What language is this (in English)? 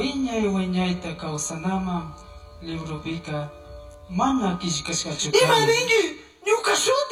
Chimborazo Highland Quichua